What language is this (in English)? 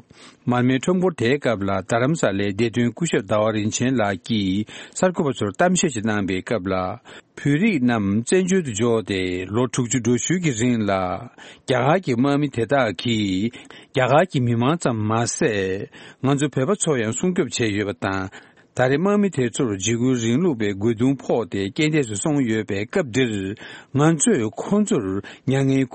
Tibetan